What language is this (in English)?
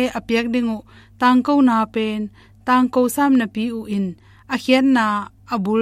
Tedim Chin